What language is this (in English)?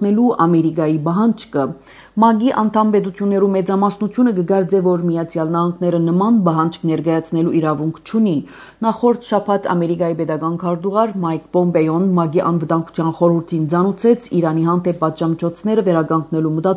Armenian